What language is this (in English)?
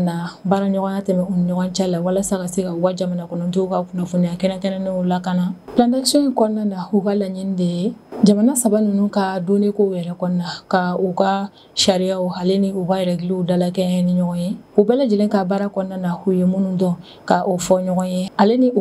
Bambara